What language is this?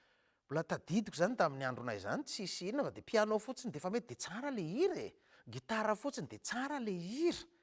Malagasy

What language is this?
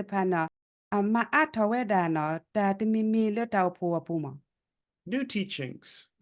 S'gaw Karen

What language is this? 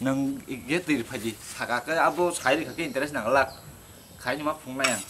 Kok Borok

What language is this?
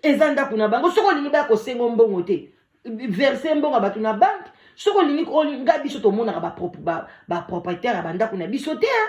Lingala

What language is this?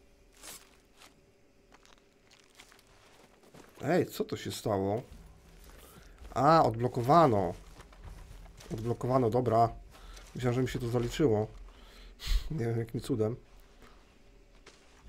Polish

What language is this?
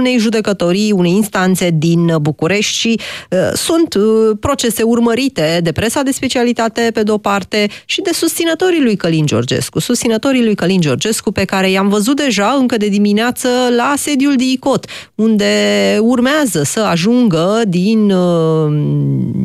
Romanian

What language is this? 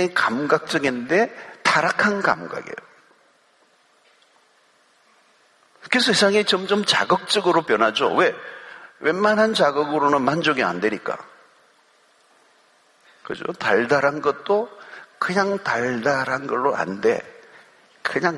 Korean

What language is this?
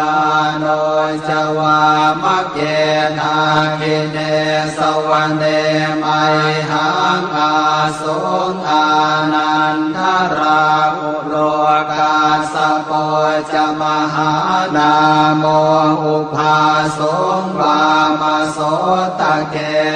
Pali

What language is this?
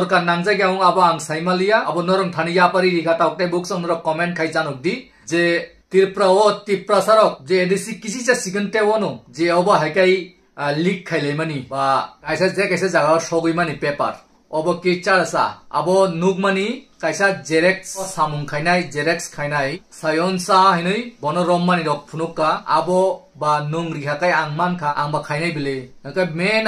Kok Borok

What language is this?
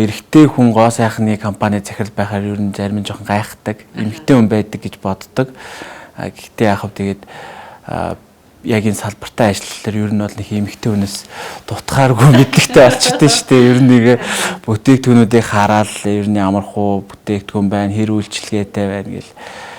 Mongolian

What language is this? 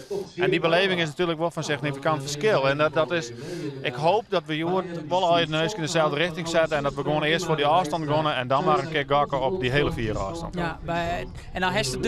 Western Frisian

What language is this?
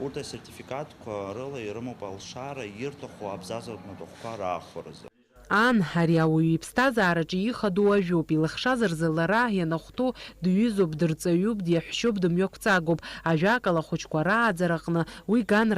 Abkhazian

